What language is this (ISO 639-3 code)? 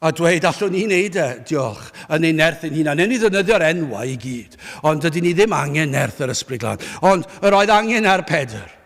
cym